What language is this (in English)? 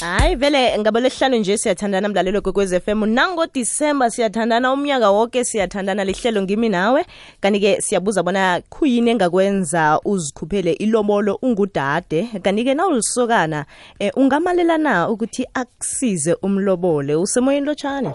South Ndebele